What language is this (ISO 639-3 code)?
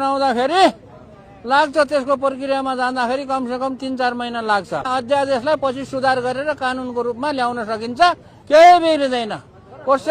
nep